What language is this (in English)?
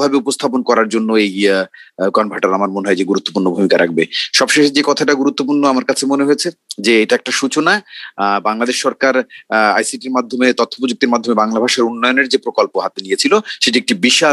Bangla